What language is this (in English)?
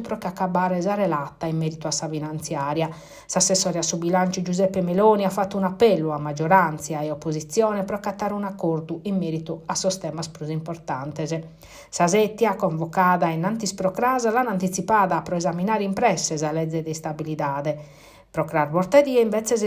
Sardinian